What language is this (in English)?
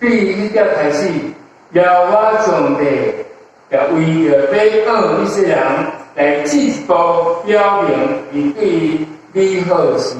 Min Nan Chinese